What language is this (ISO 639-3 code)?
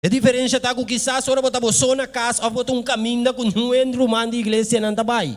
pap